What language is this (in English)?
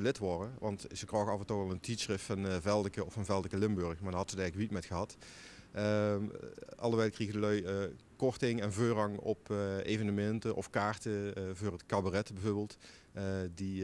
Limburgish